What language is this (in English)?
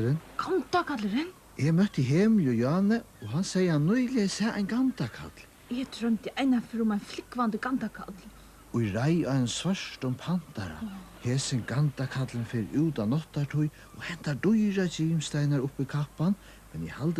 Faroese